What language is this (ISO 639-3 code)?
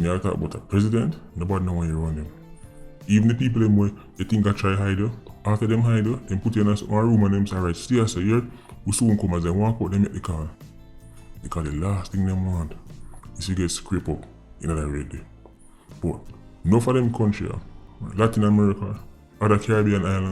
jam